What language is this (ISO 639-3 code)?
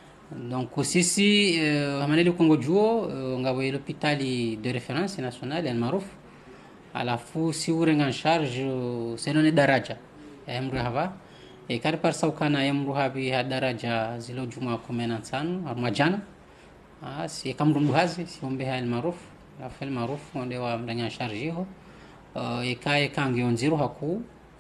zdj